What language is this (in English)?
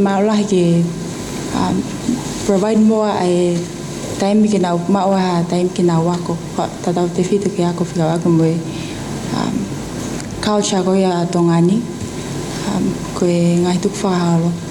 Tongan